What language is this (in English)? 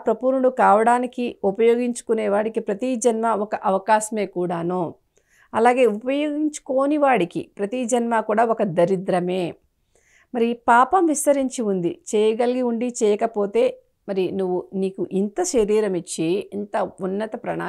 Telugu